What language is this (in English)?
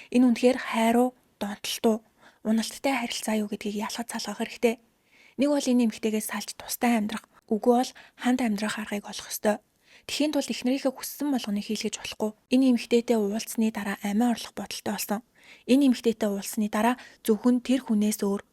Mongolian